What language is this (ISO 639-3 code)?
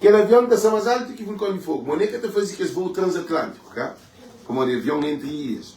kea